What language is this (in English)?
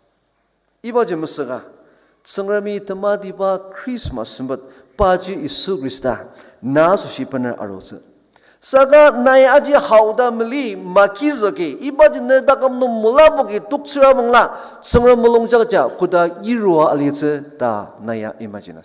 Ao Naga